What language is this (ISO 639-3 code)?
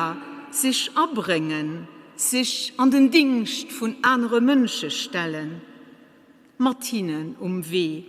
ltz